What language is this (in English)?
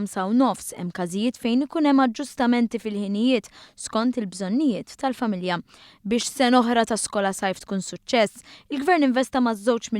Maltese